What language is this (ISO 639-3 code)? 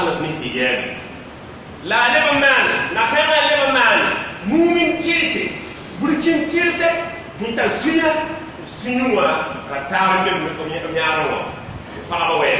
mos